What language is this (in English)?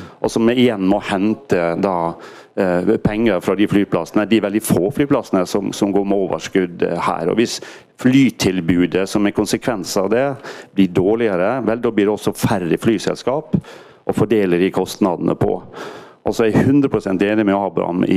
Norwegian